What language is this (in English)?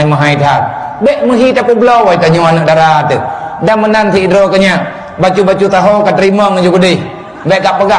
Achinese